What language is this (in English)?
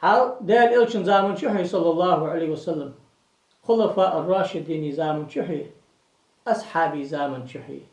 Ingush